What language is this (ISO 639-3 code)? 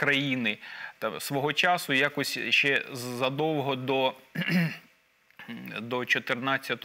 ukr